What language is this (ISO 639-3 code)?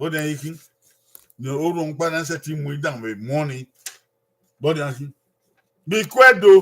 bin